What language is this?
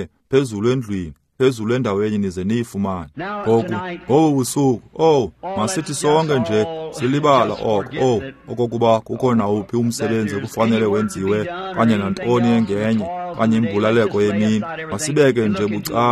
Xhosa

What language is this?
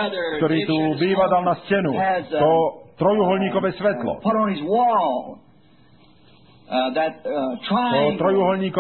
Slovak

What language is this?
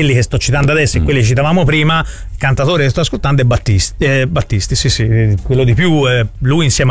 Italian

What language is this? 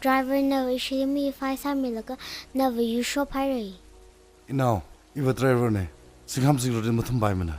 Tangkhul Naga (India)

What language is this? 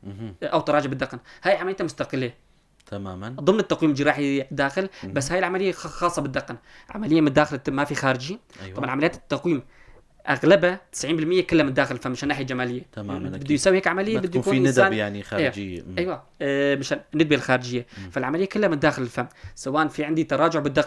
North Levantine Arabic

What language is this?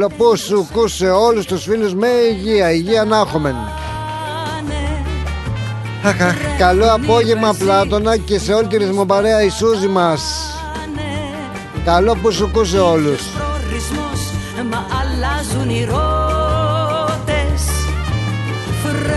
Greek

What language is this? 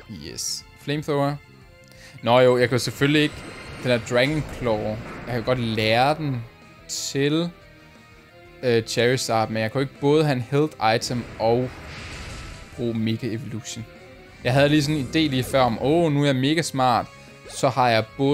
Danish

